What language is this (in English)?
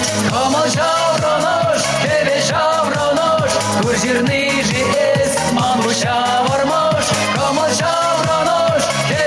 Chuvash